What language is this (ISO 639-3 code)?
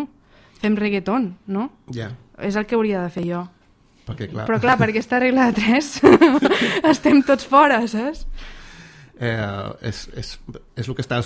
cat